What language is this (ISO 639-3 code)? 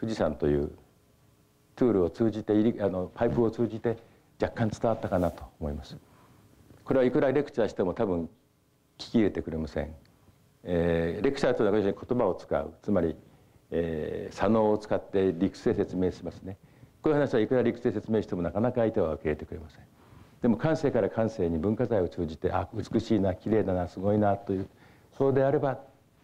jpn